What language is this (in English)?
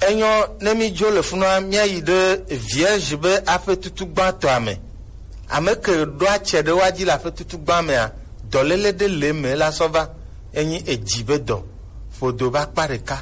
Gen